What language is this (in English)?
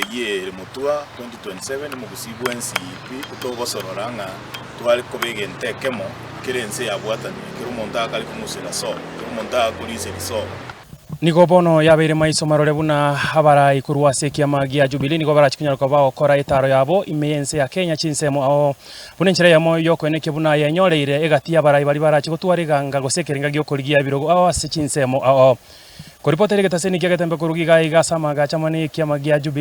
Gusii